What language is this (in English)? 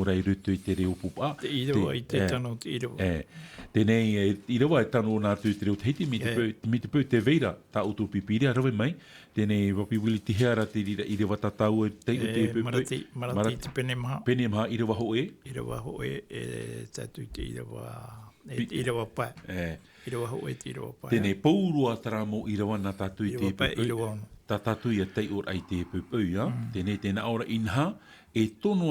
Tahitian